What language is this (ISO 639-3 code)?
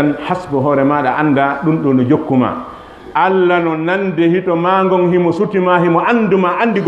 ful